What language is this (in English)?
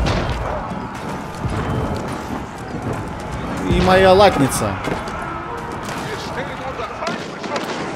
Russian